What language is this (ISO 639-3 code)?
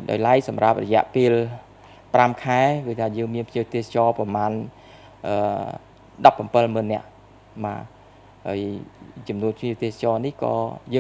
khm